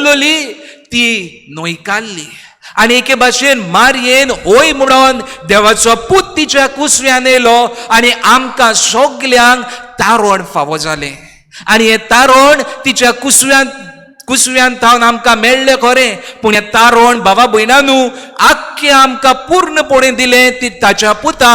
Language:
Konkani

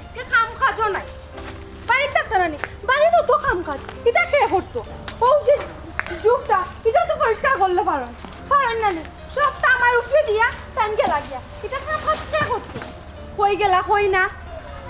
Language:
Sylheti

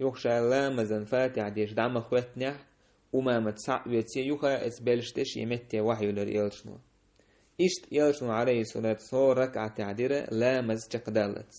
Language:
Chechen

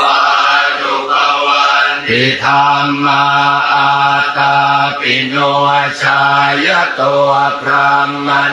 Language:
Pali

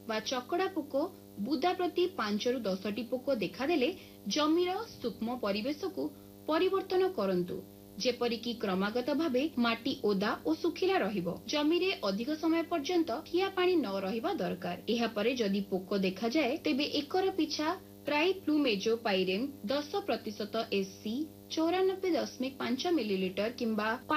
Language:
Odia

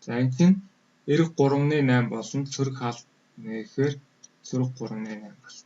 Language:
Mongolian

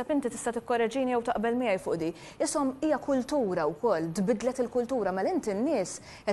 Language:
Maltese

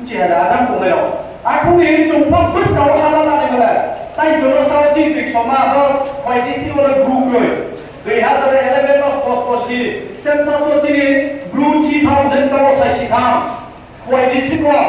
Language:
Riang (India)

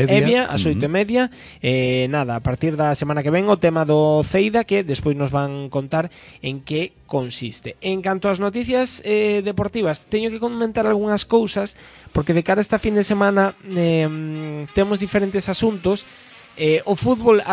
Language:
Galician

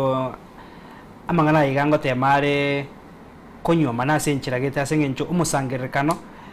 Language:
Gusii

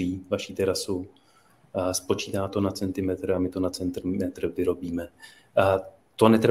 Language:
Czech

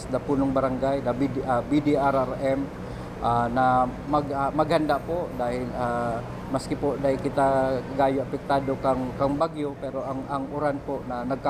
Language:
Bikol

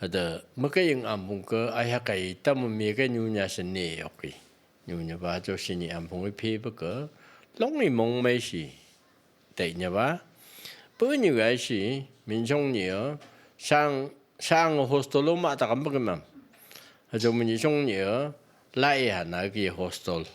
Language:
Phom Naga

